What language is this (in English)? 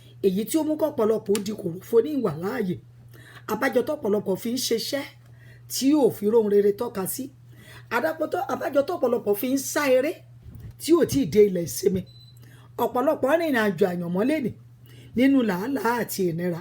Yoruba